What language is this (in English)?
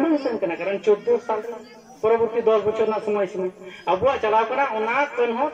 Santali